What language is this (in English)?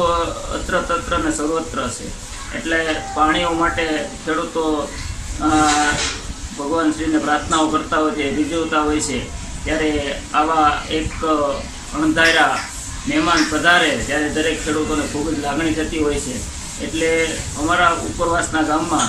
Gujarati